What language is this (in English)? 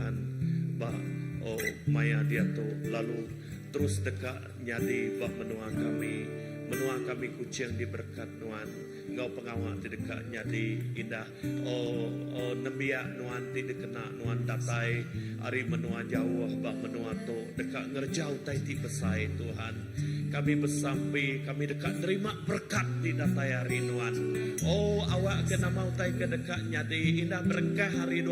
Iban